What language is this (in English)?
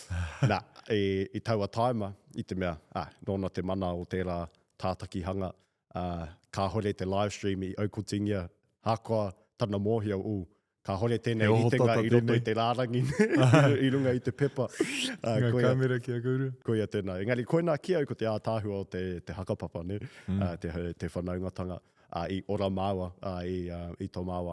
Māori